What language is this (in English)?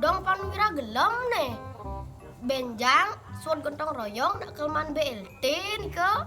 Balinese